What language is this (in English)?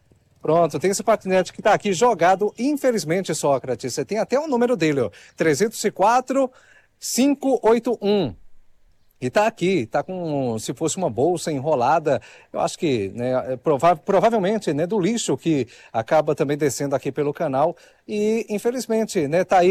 Portuguese